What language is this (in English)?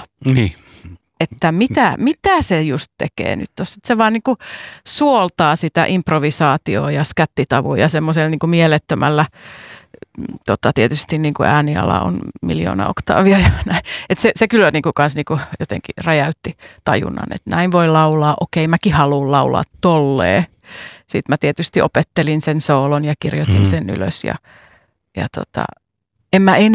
Finnish